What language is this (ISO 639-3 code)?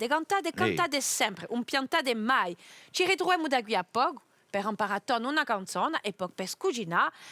cos